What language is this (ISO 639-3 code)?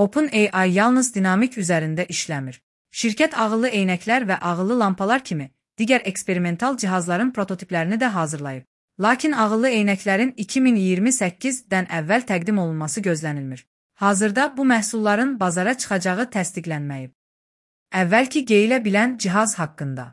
aze